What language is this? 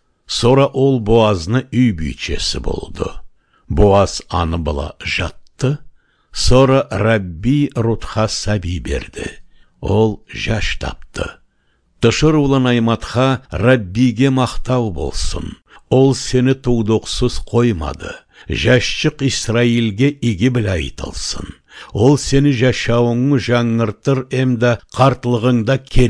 Karachay-Balkar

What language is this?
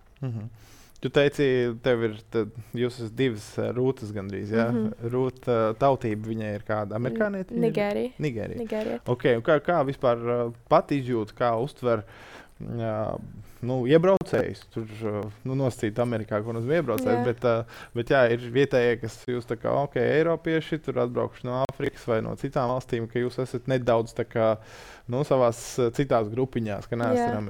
Latvian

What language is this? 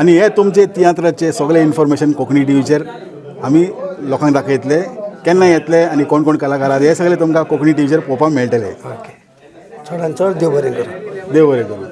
Konkani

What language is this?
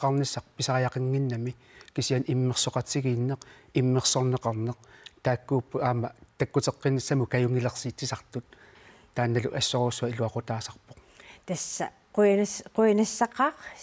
Kalaallisut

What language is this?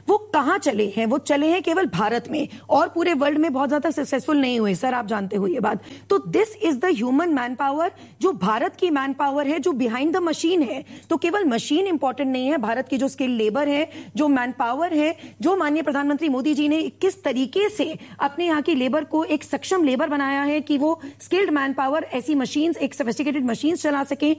Hindi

